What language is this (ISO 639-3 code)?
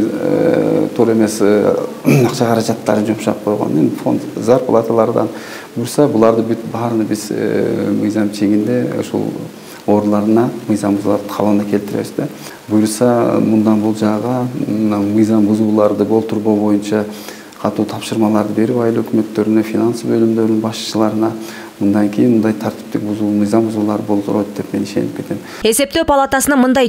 kir